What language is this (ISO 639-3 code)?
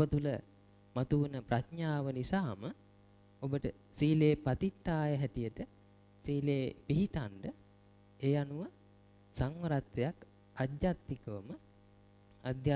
sin